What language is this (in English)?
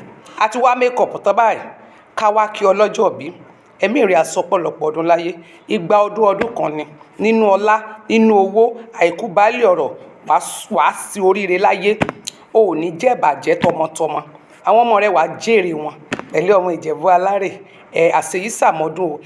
Yoruba